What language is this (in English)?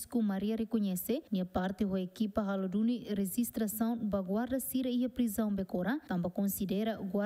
Tetum